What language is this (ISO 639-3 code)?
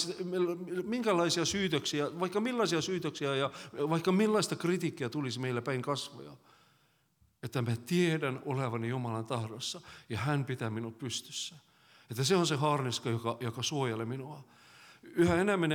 fin